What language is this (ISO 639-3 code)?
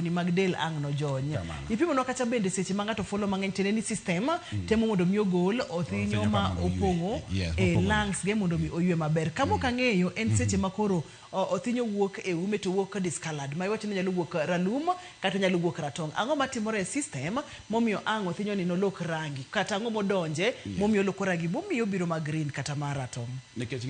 luo